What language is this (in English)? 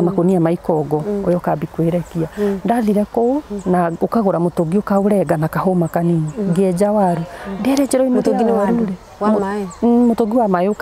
Kikuyu